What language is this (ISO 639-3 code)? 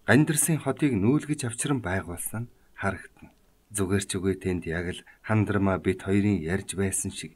mon